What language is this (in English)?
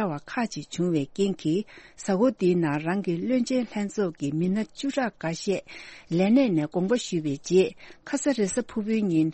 Tibetan